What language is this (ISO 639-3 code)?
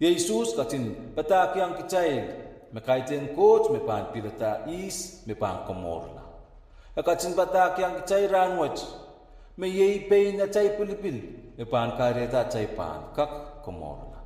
pon